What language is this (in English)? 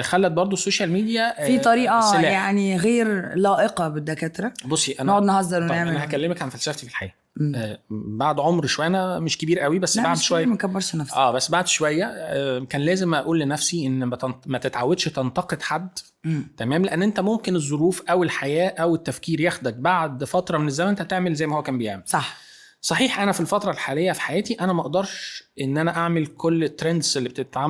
Egyptian Arabic